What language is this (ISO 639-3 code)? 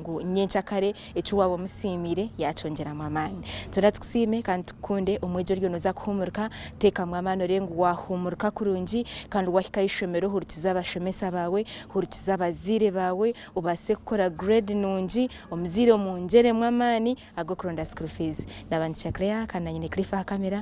nyn